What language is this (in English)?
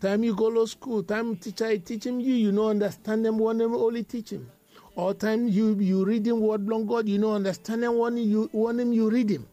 Bislama